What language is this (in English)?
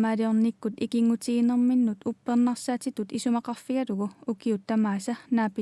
Kalaallisut